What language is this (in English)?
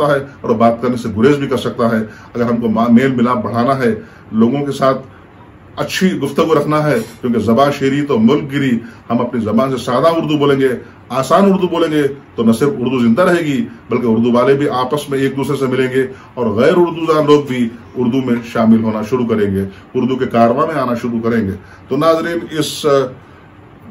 Urdu